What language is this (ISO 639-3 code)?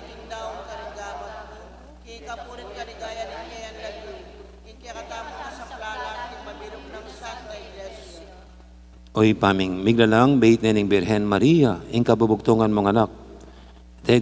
pam